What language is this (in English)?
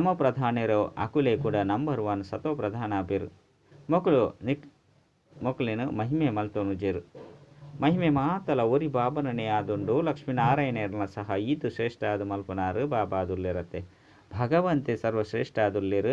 Tulu